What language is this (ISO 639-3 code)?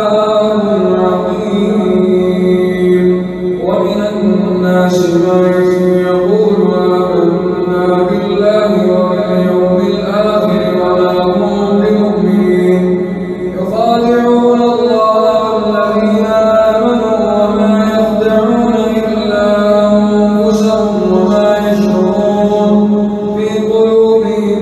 ara